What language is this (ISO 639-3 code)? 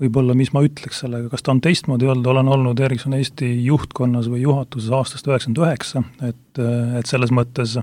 est